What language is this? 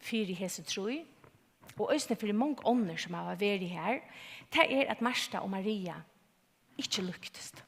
Faroese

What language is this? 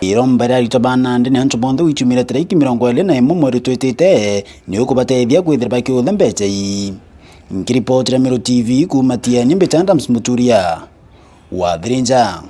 Meru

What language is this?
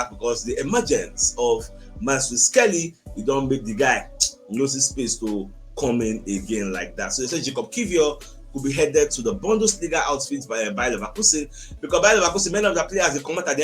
Nigerian Pidgin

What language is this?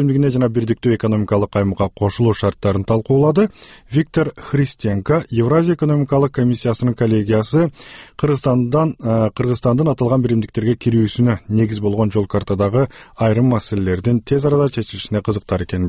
Kyrgyz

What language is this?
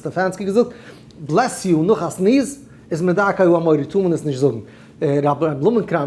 Yiddish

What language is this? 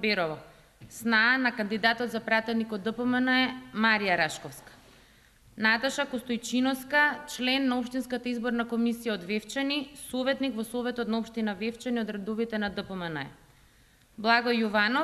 Macedonian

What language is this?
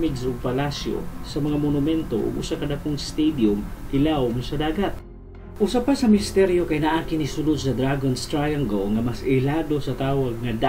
Cebuano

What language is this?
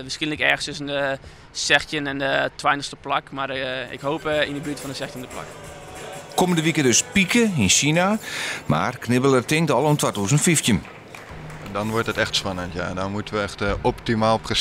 Western Frisian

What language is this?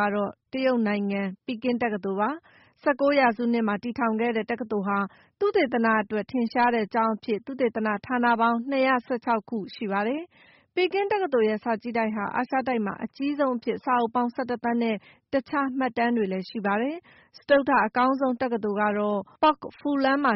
Burmese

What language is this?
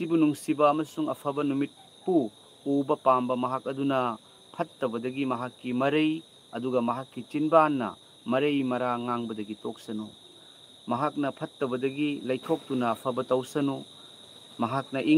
Manipuri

